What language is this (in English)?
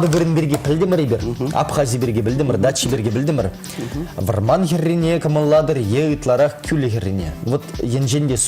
Chuvash